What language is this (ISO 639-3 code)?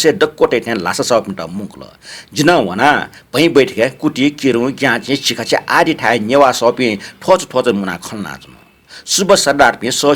new